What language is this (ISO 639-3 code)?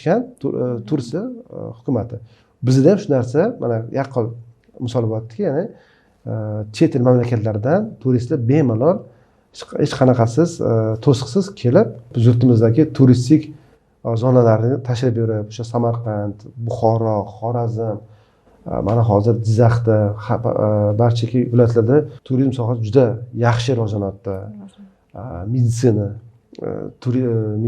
uzb